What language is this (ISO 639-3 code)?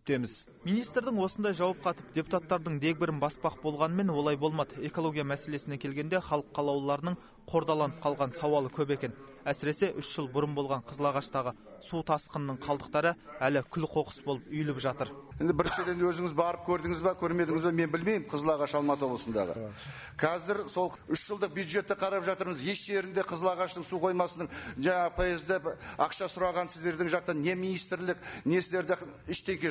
kaz